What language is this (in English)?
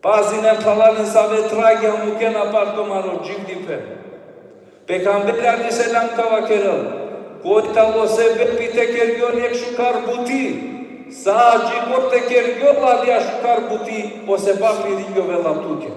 Balkan Romani